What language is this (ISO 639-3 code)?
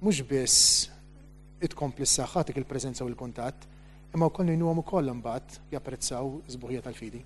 mlt